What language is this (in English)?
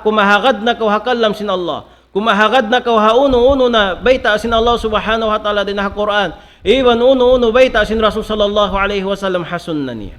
Tausug